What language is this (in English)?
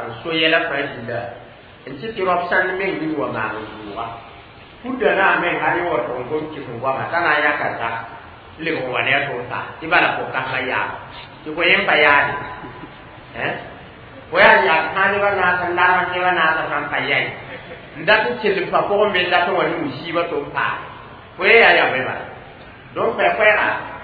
Mossi